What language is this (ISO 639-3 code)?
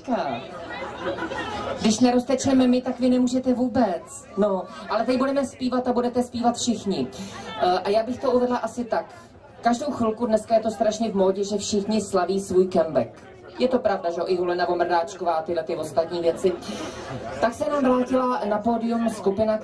ces